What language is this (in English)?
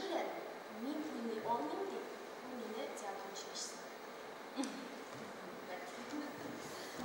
Tatar